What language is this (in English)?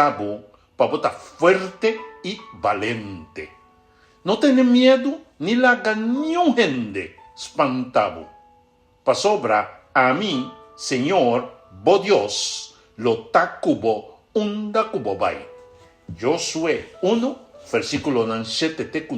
Papiamento